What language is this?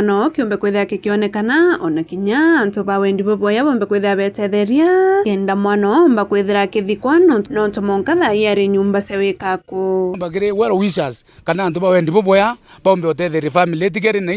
Meru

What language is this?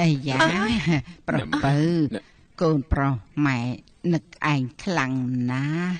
Khmer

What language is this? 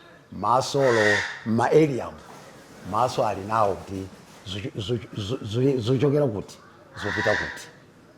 Nyanja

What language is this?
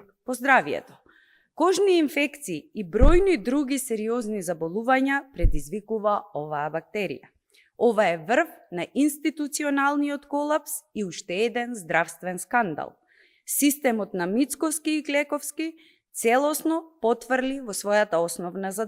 Macedonian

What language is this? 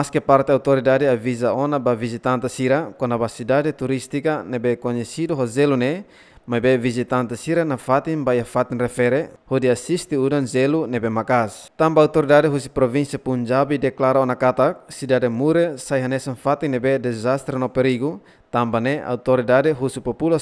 Tetum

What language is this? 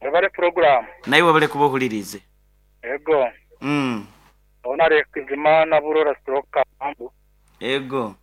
Nyankole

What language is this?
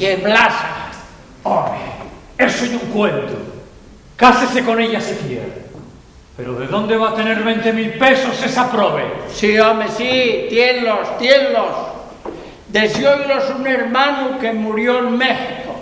Asturian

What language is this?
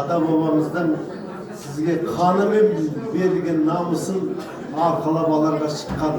Kazakh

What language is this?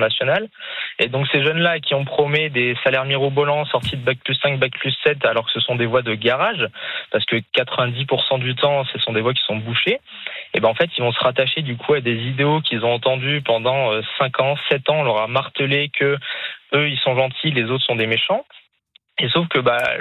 French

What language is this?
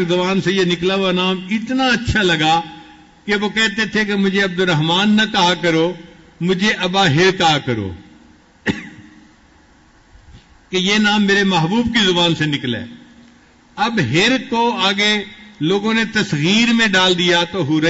Urdu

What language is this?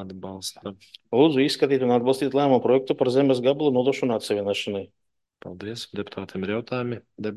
Latvian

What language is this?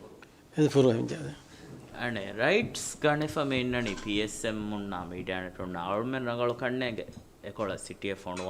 Divehi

